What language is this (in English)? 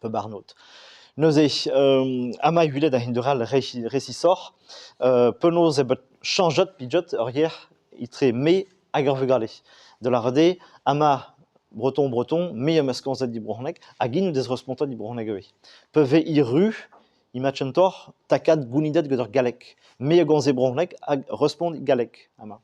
Breton